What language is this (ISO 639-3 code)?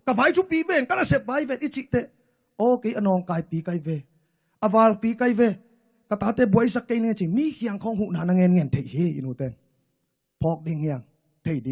ctd